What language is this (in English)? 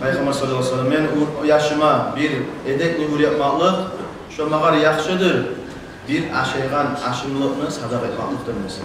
Kumyk